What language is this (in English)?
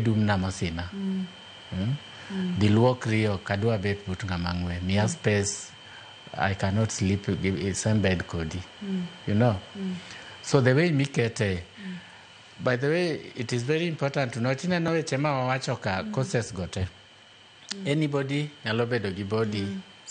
Luo (Kenya and Tanzania)